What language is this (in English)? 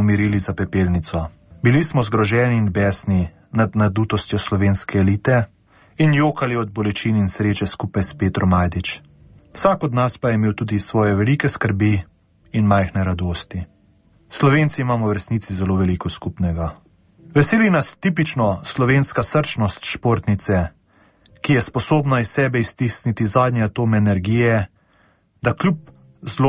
Slovenian